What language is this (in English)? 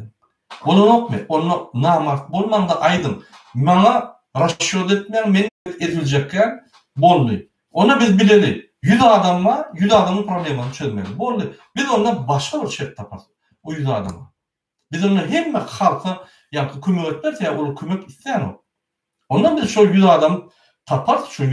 Turkmen